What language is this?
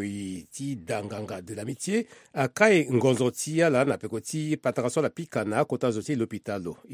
Sango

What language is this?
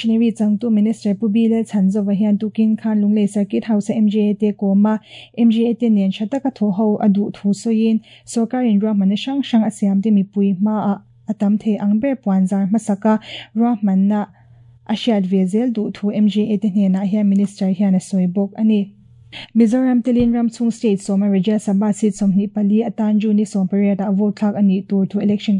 Mizo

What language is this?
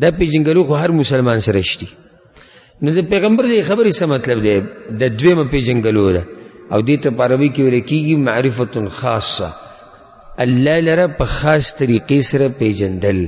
Pashto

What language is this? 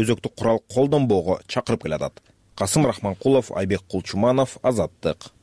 Kyrgyz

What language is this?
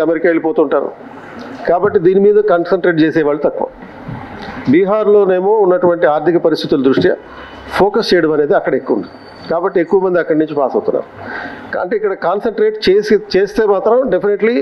Telugu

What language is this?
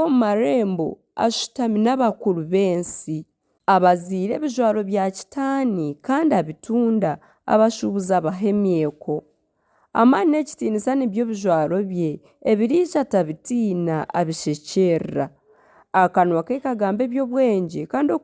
Nyankole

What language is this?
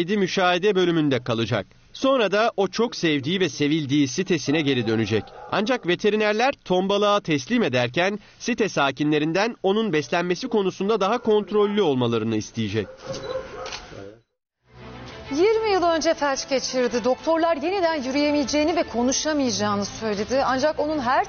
Turkish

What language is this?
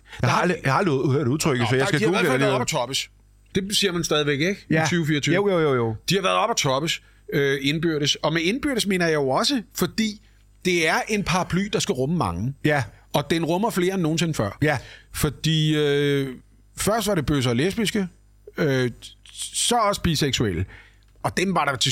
Danish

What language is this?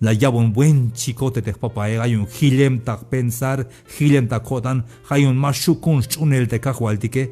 Tzeltal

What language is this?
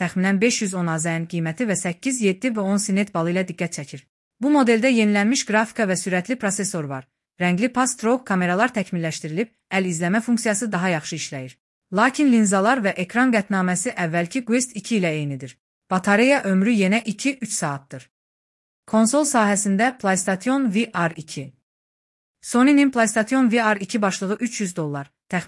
Azerbaijani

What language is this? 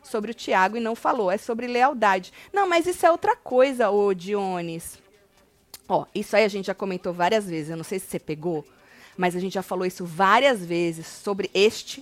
Portuguese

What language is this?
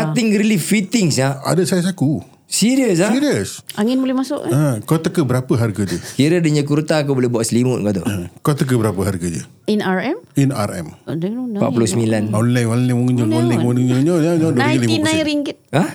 Malay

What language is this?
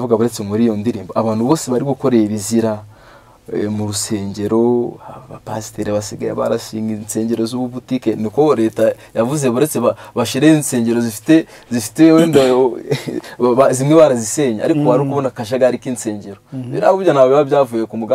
Kinyarwanda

